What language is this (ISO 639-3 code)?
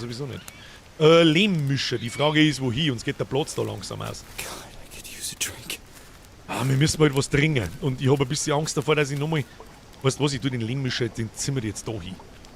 bar